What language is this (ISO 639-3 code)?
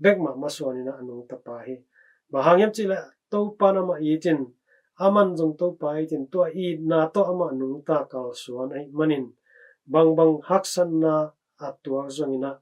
ctd